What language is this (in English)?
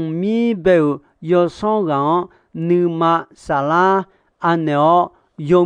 Akha